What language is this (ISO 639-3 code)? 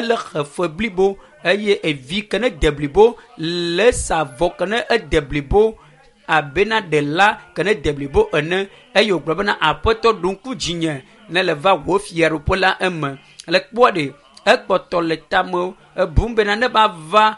ewe